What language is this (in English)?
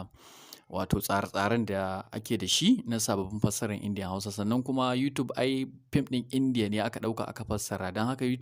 Hausa